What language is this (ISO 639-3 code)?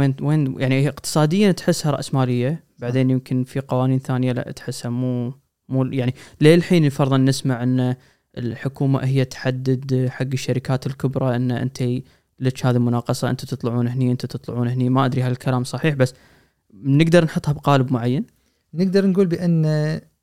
afb